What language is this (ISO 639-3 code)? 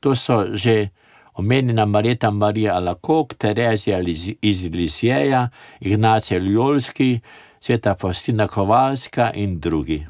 slv